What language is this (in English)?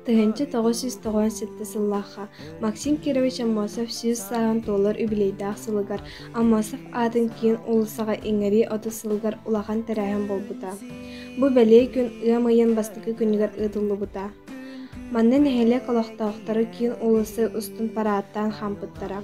Yakut